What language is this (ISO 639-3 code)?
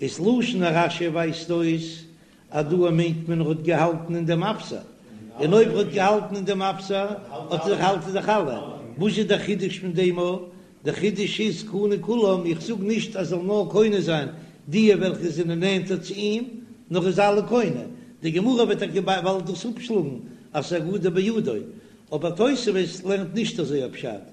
yid